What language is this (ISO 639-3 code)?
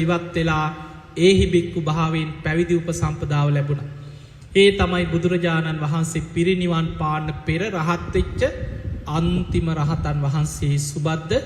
sin